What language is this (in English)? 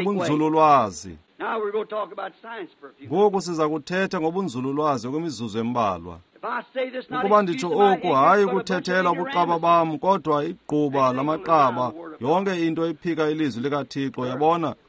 Xhosa